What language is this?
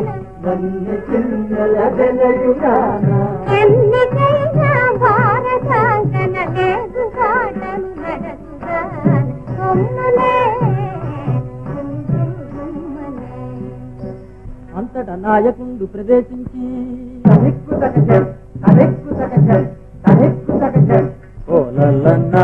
Telugu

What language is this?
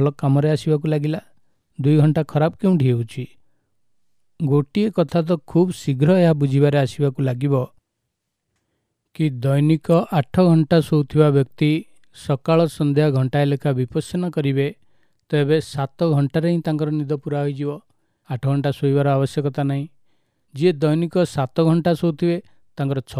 Odia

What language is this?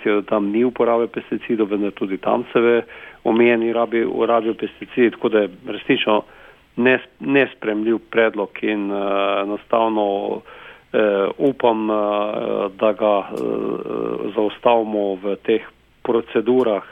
Slovenian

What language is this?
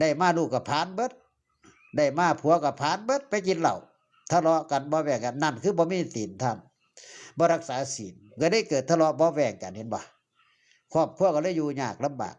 Northeastern Thai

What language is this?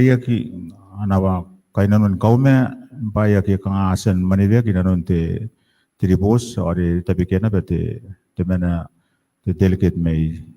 Gilbertese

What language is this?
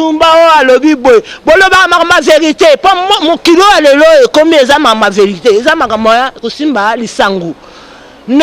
Lingala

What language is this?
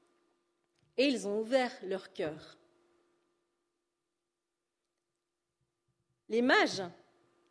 French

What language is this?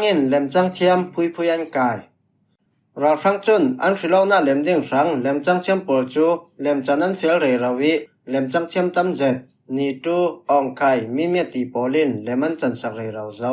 Falam Chin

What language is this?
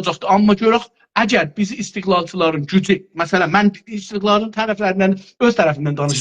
South Azerbaijani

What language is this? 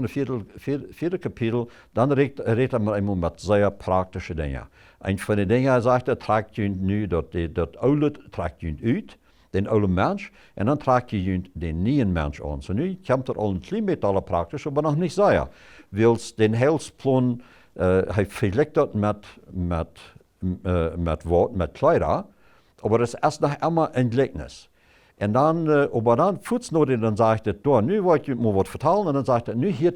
Plautdietsch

